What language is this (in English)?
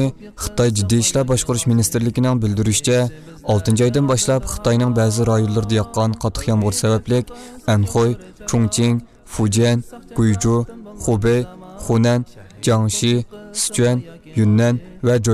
Uyghur